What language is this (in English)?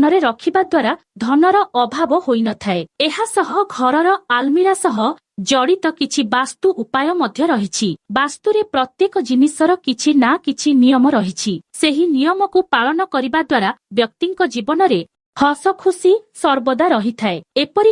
Odia